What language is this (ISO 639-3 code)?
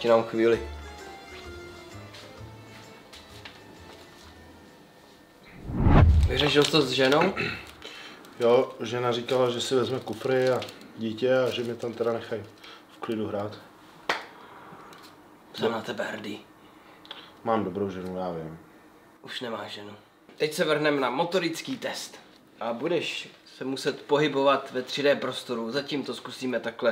ces